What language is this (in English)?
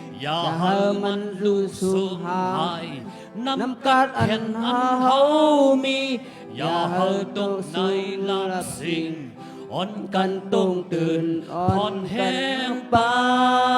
Shan